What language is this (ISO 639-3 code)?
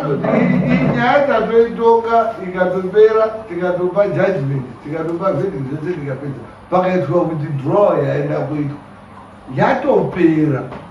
sna